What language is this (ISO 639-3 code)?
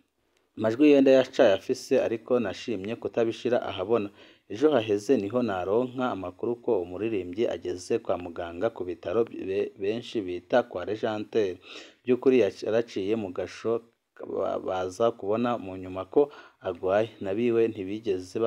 run